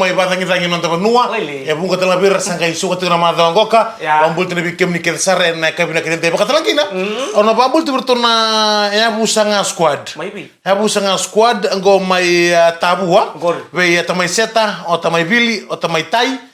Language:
Fijian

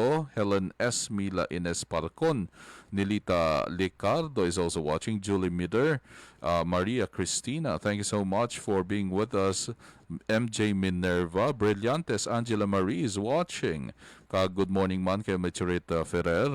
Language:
Hiligaynon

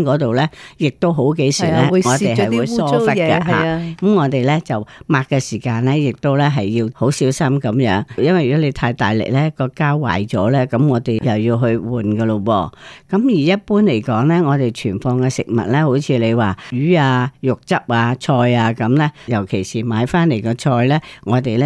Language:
Cantonese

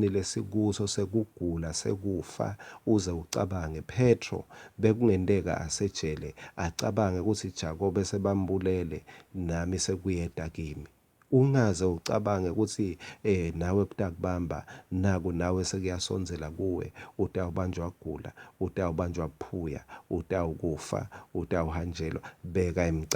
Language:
Swati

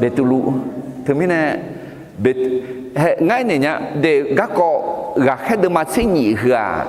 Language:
Akha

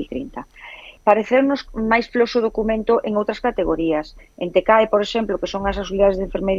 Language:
Galician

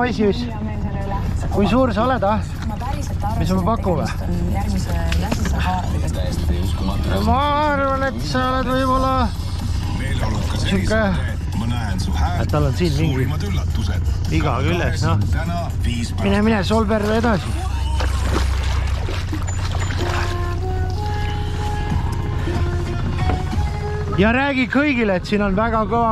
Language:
Estonian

